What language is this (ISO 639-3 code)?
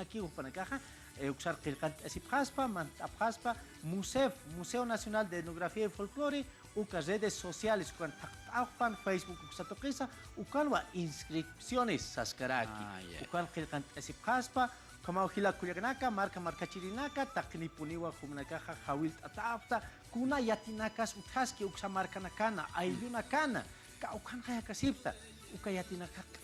aym